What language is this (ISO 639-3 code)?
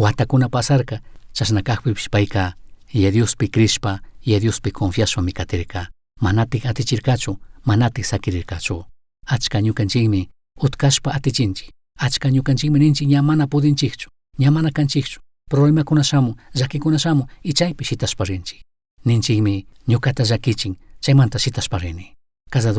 qug